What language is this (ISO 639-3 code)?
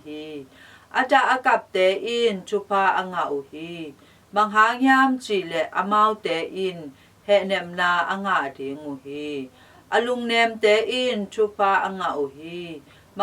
ctd